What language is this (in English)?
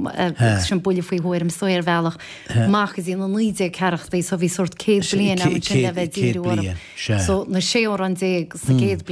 Irish